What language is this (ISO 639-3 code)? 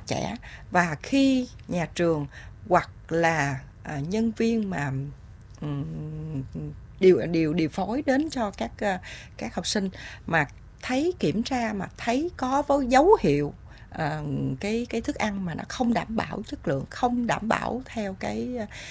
vie